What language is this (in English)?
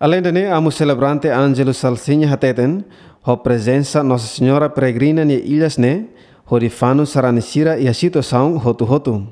Tetum